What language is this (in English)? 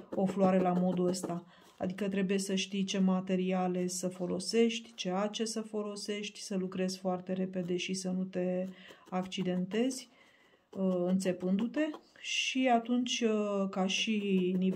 Romanian